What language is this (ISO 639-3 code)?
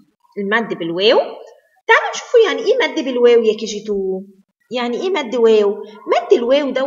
arz